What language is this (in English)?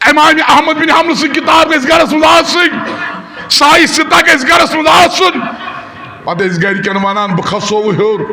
Kashmiri